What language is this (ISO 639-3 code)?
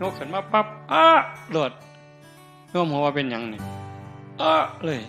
tts